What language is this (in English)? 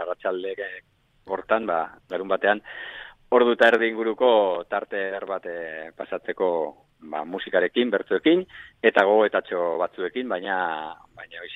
Basque